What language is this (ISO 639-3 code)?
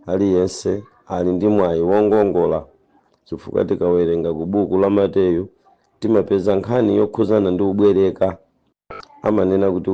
nya